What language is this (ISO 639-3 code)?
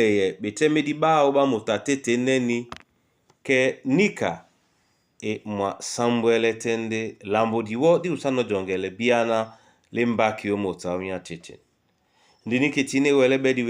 dua